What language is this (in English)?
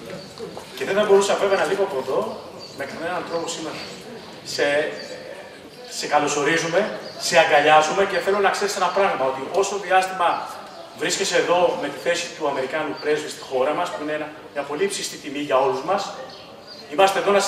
Greek